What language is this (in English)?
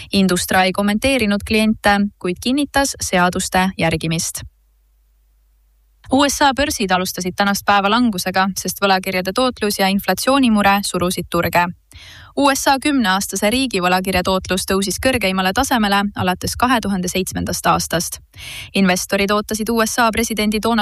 Estonian